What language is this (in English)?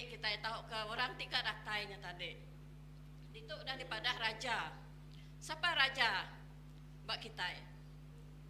Iban